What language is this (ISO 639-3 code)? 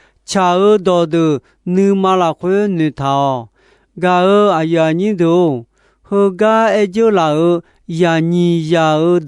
ahk